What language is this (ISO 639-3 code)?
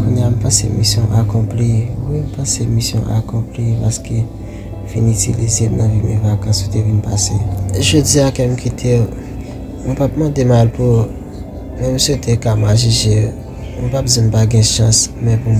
hat